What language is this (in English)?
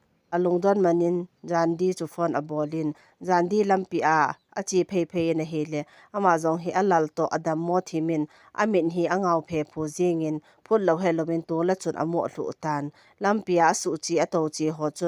Thado Chin